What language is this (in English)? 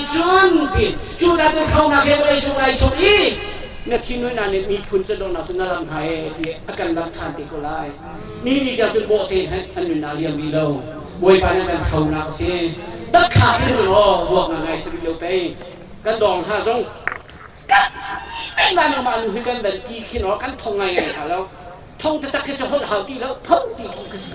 Hakha Chin